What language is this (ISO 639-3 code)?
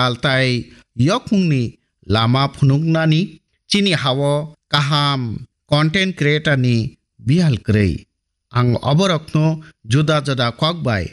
trp